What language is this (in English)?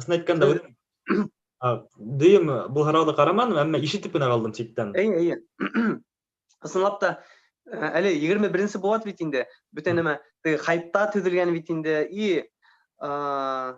Bashkir